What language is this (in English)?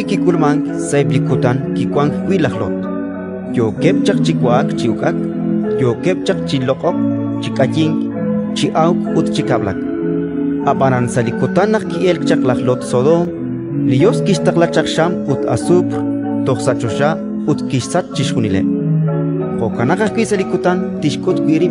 Kekchí